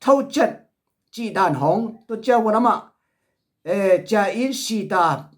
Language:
Tedim Chin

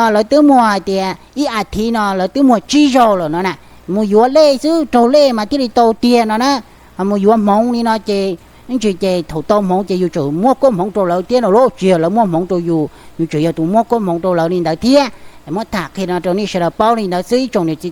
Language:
Hmong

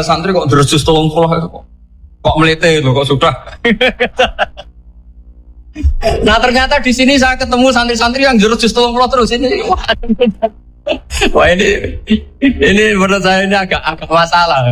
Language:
Indonesian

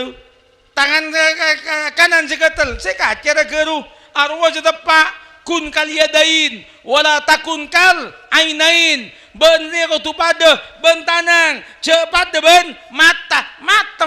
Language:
Madurese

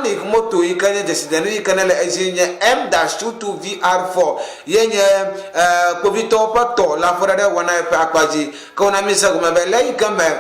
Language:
Ewe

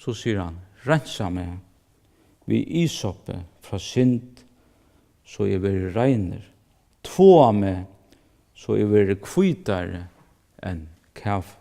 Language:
Faroese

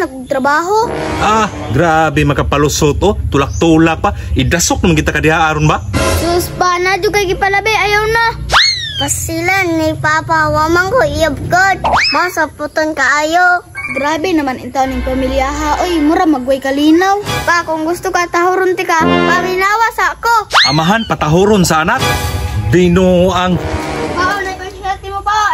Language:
Cebuano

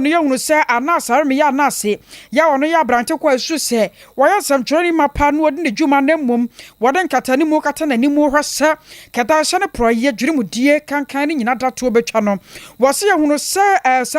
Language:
Akan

